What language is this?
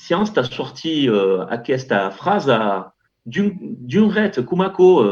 Occitan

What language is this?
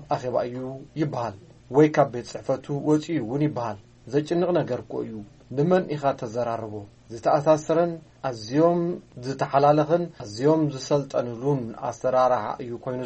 Tigrinya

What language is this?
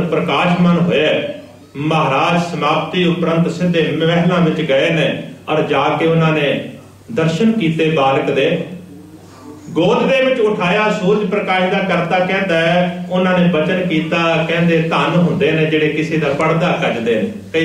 Punjabi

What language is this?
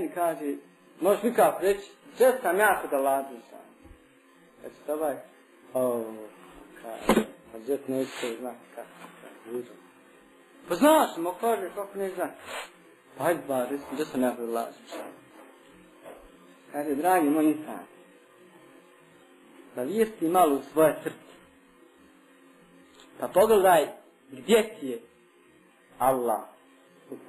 Bosnian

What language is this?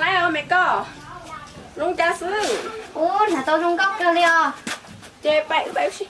Hmong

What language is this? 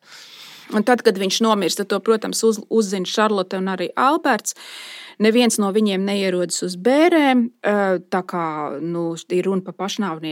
Latvian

